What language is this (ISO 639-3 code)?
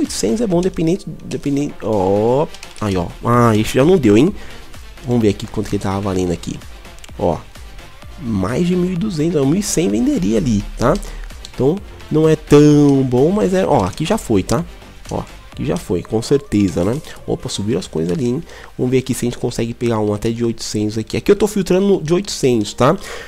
por